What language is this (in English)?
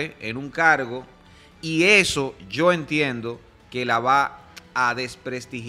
Spanish